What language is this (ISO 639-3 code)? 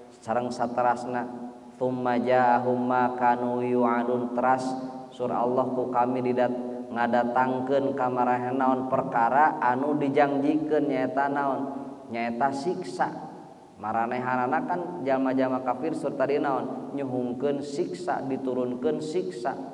sun